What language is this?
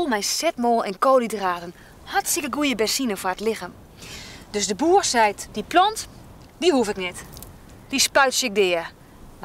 Western Frisian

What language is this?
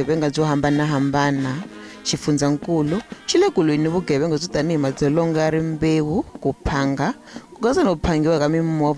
Tsonga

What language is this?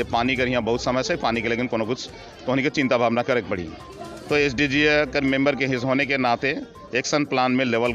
Sadri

